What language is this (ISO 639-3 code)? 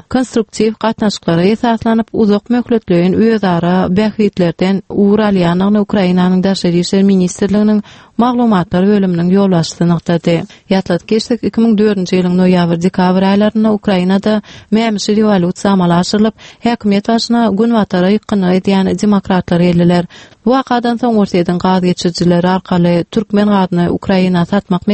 tuk